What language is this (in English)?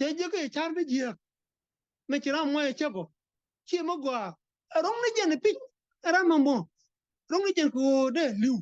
Nuer